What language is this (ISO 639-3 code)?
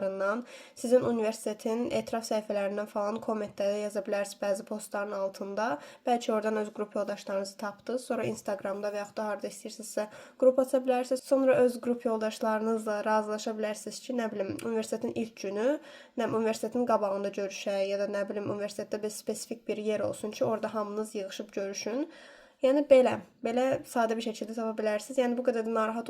aze